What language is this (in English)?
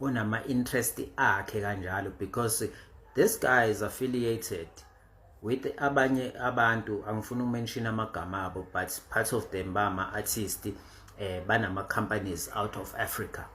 Zulu